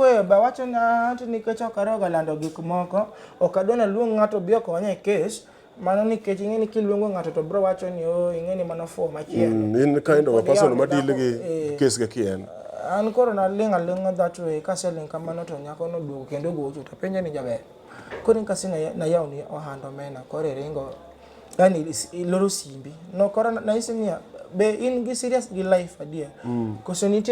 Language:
Luo (Kenya and Tanzania)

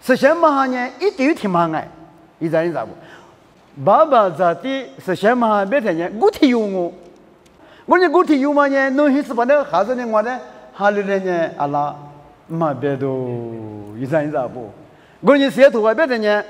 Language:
Lisu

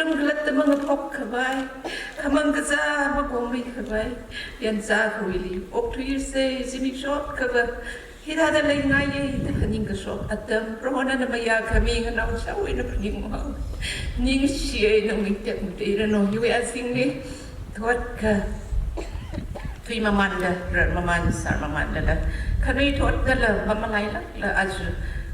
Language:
Tangkhul Naga (India)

